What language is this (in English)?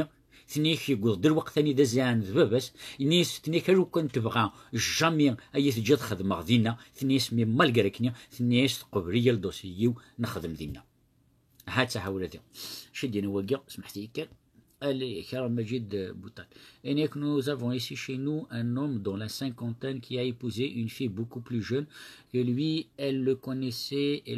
Kabyle